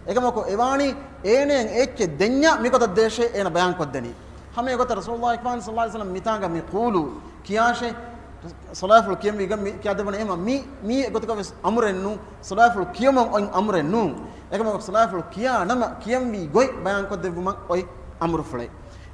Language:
Divehi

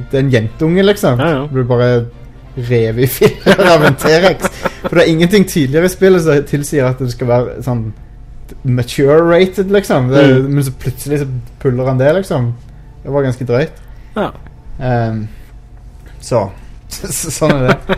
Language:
Norwegian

